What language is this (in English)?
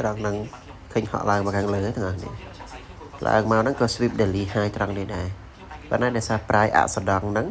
Khmer